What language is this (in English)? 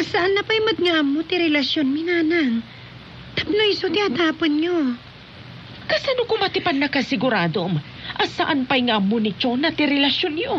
Iloko